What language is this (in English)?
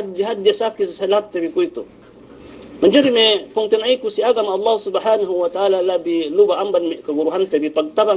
Yakan